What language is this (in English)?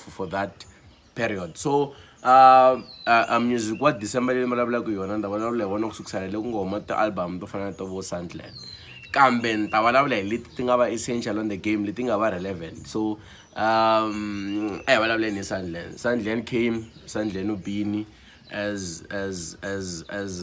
Tsonga